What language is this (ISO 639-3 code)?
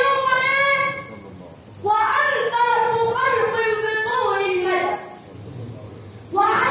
ara